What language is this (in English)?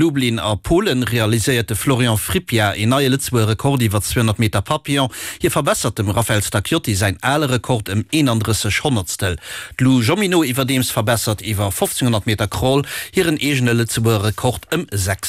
Luxembourgish